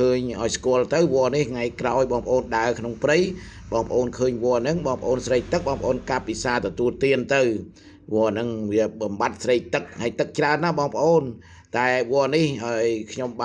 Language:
Khmer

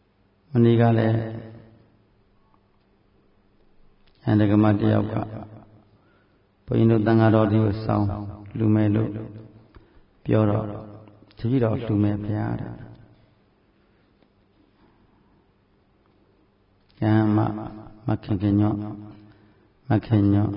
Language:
Burmese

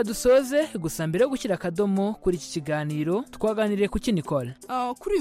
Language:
Kinyarwanda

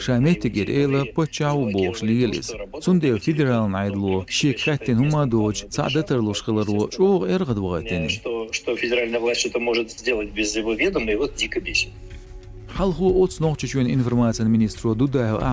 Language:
Chechen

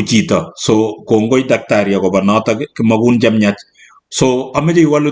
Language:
Kalenjin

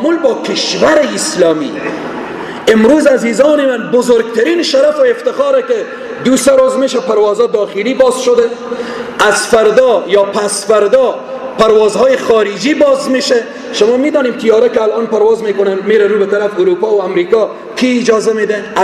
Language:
Persian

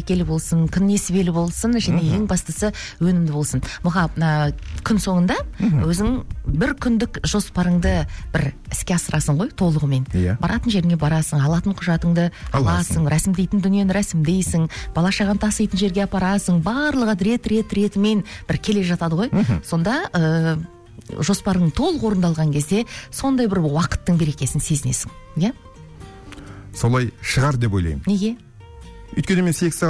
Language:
Kazakh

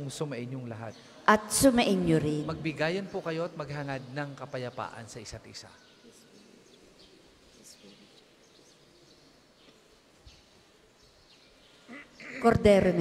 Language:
Filipino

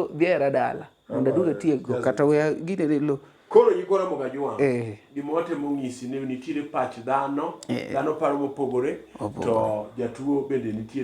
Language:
Luo (Kenya and Tanzania)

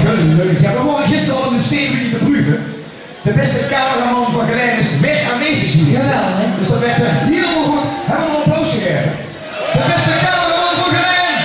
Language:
Limburgish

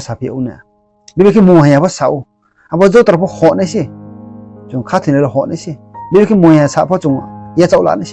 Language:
Riang (India)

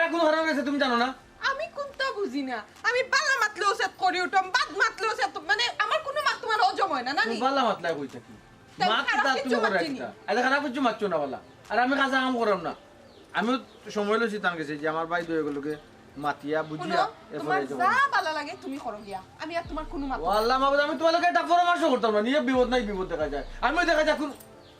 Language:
Sylheti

